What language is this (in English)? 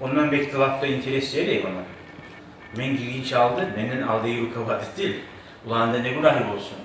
Kumyk